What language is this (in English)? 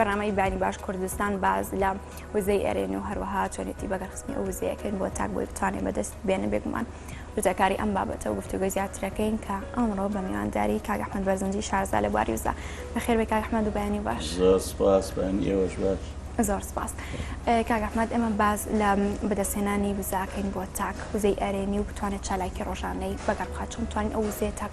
Central Kurdish